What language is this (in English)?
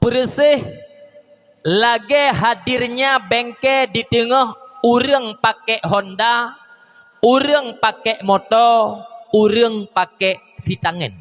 Achinese